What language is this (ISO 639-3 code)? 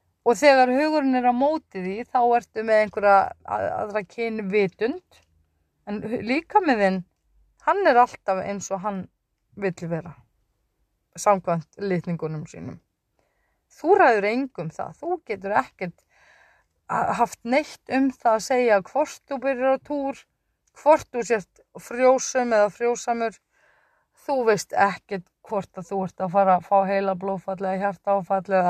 isl